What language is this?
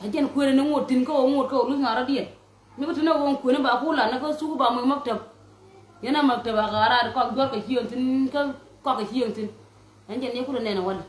Nuer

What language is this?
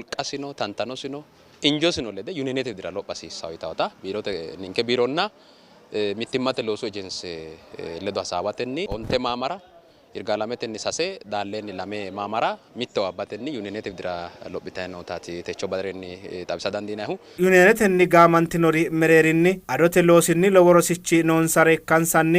Sidamo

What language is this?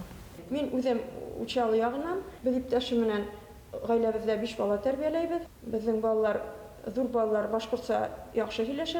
Bashkir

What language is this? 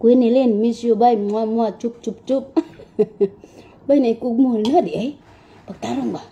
Cebuano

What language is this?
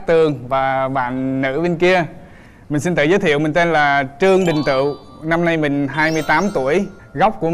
Vietnamese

